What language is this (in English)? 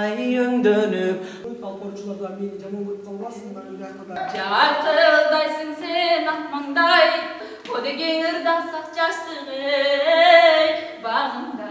Kyrgyz